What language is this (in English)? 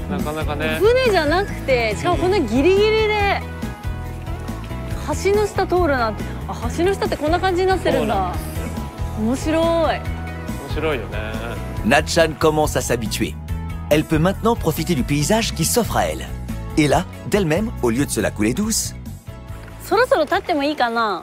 Japanese